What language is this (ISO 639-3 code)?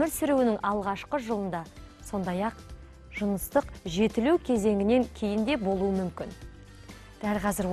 kaz